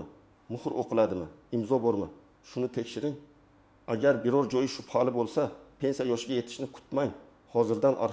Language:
Uzbek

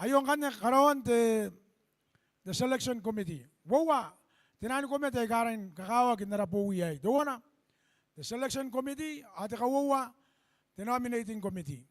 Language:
Gilbertese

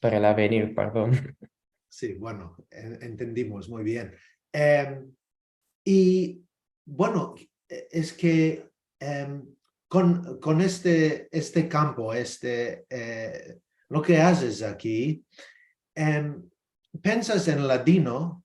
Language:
Ladino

